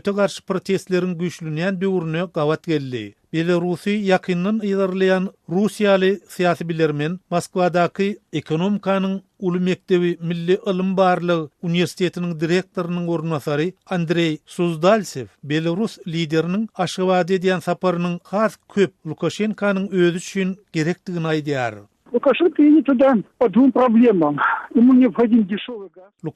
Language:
Turkmen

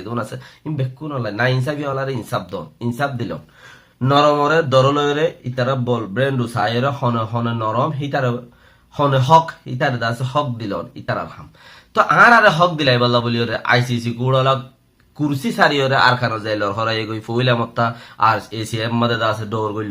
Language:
Rohingya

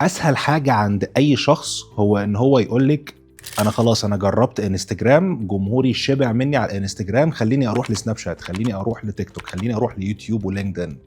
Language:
Egyptian Arabic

